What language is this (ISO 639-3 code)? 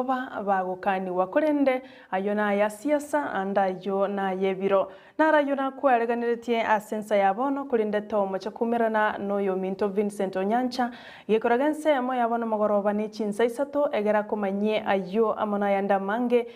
guz